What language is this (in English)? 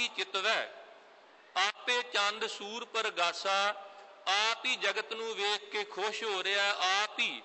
Punjabi